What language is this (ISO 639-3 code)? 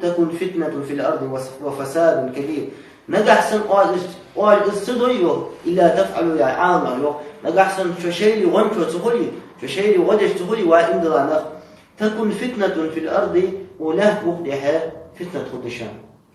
inh